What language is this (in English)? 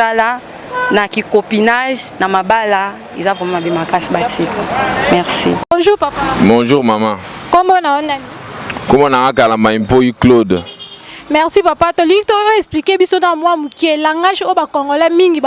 Lingala